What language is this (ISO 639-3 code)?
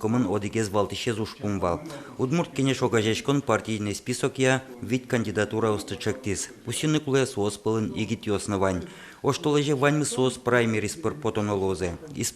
udm